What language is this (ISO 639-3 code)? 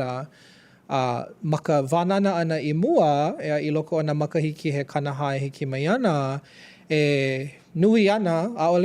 haw